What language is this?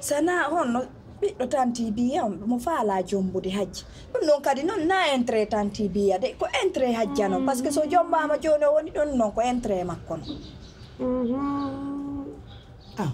Pular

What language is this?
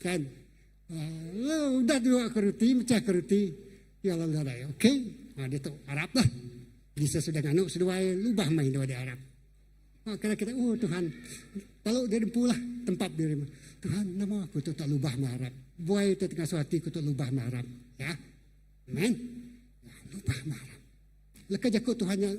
Iban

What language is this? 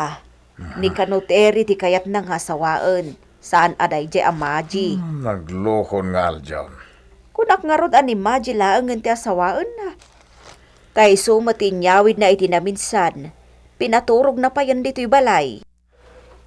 Iloko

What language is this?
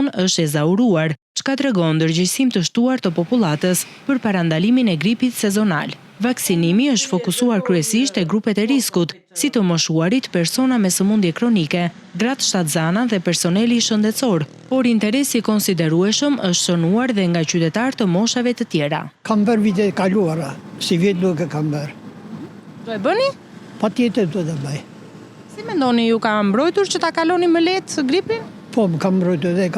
Albanian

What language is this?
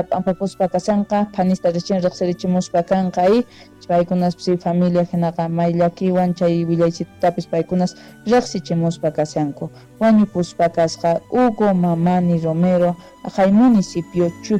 South Bolivian Quechua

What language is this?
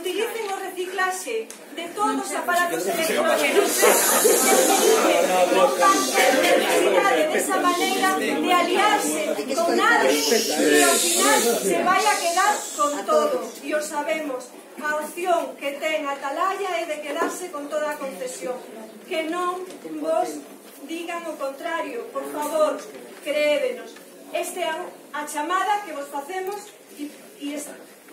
Galician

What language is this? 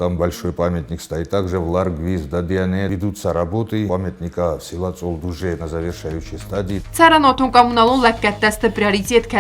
Ossetic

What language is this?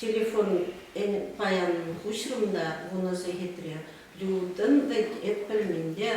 Chuvash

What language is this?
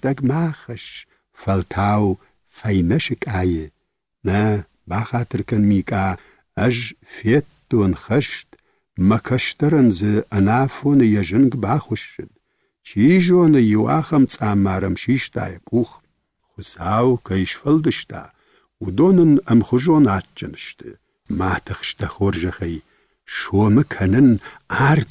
Ossetic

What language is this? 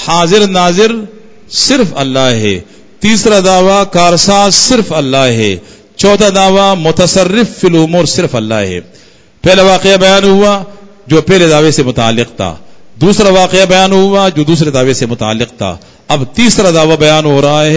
Urdu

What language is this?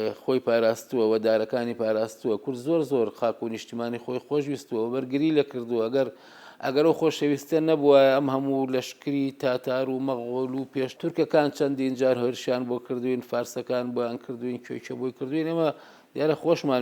Central Kurdish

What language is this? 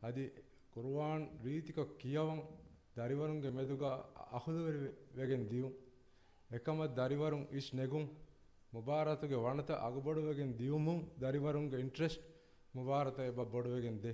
Divehi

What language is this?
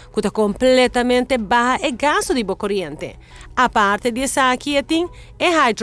Papiamento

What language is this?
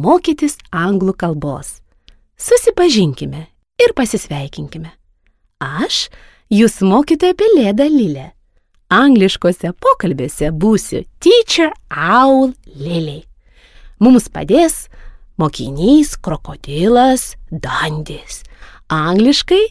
Lithuanian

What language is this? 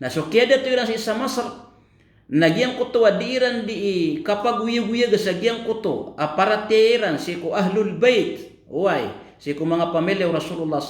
Maranao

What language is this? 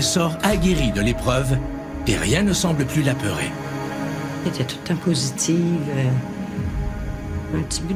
French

